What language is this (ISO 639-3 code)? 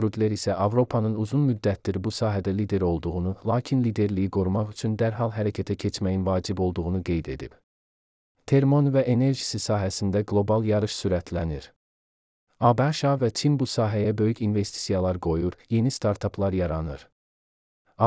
aze